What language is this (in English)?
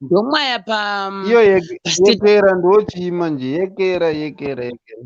Shona